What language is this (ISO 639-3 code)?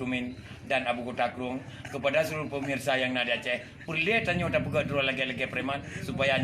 ace